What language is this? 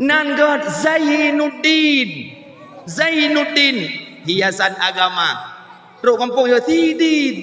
Achinese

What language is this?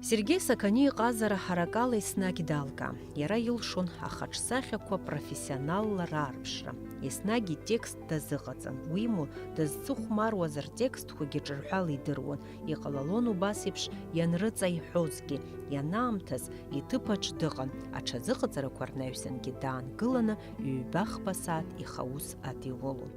Abkhazian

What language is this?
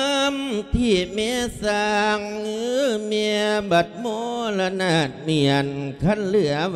Lao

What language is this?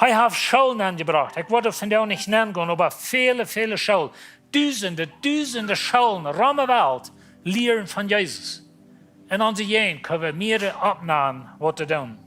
Plautdietsch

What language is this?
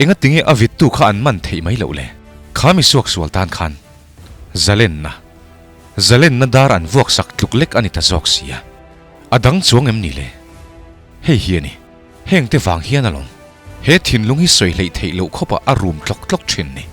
Mizo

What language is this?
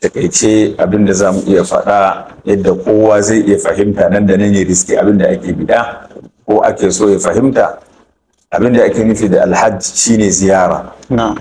Hausa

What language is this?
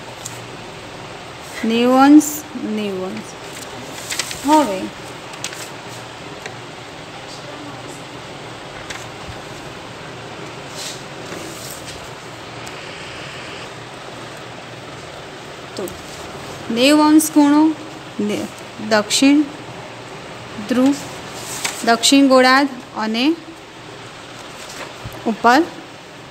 Gujarati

